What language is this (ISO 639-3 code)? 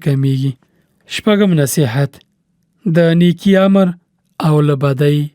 pus